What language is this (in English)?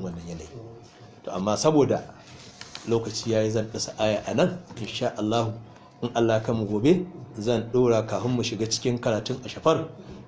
Hausa